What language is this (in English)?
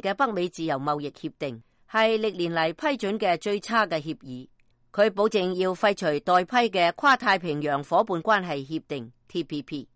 Cantonese